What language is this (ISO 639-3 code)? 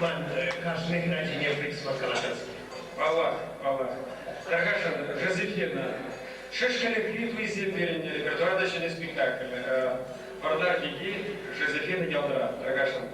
chv